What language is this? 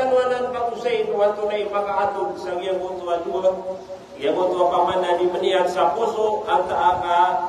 Maranao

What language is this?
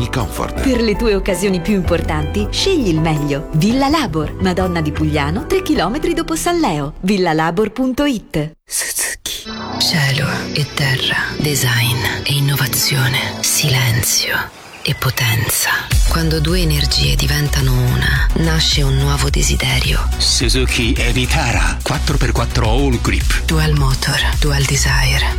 Italian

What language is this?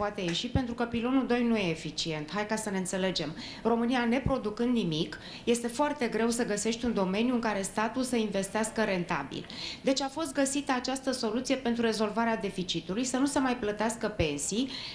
Romanian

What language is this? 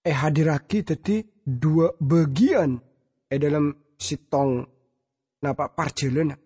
Madurese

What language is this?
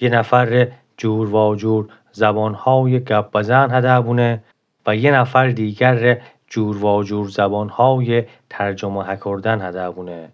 Gilaki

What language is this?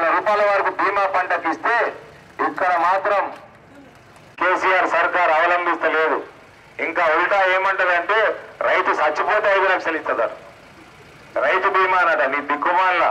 Telugu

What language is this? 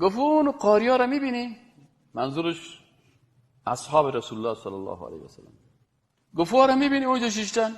Persian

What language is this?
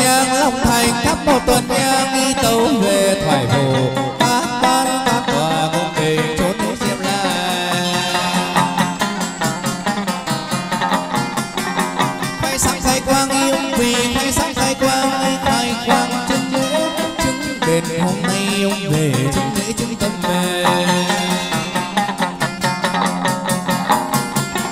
Vietnamese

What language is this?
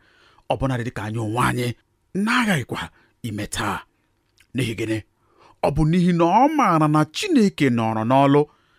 Igbo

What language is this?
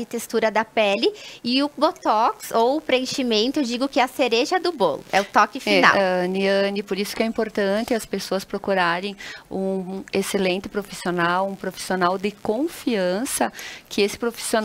Portuguese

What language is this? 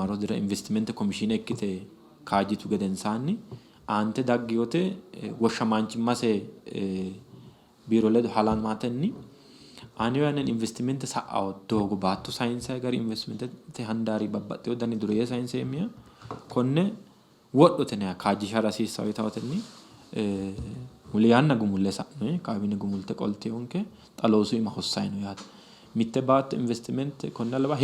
Sidamo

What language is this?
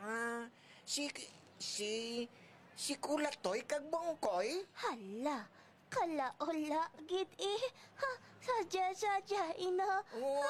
Hiligaynon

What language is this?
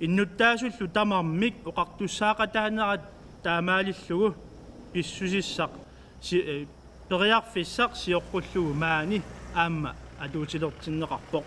Kalaallisut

